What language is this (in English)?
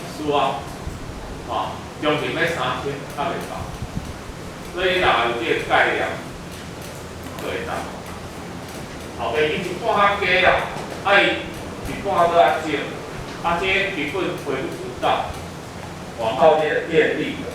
Min Nan Chinese